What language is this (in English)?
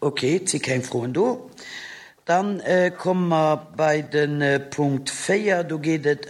Luxembourgish